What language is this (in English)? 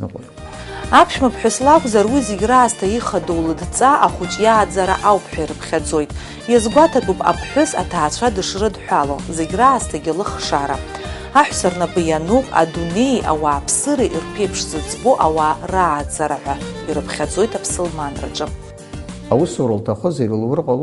Abkhazian